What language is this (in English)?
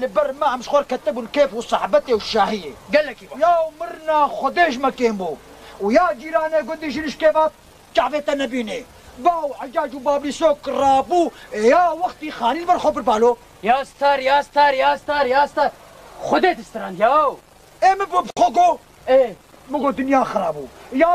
Kurdish